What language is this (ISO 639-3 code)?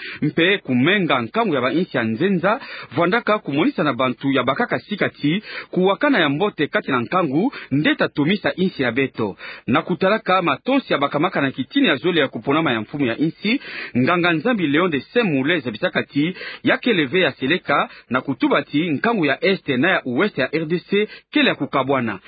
ktu